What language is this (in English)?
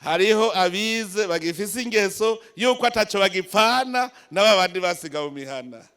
Rundi